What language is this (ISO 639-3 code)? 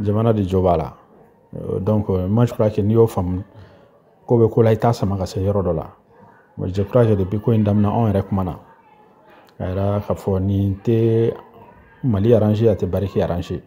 bam